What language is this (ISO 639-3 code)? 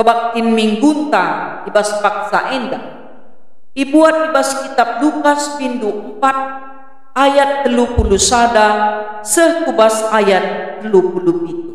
btx